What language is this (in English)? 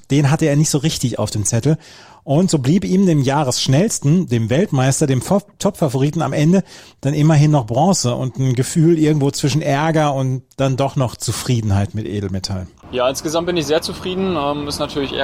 German